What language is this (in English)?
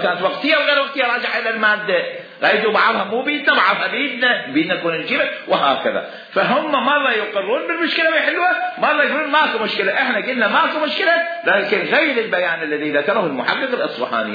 Mesopotamian Arabic